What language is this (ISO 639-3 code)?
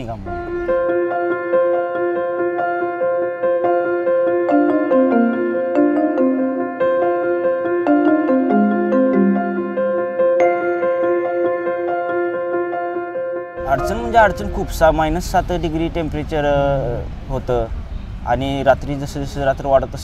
mar